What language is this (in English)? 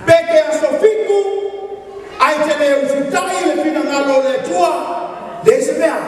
Samoan